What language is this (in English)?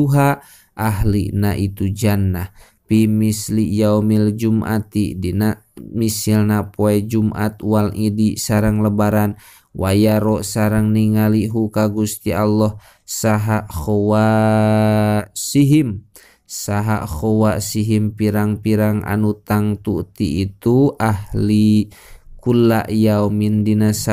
Sundanese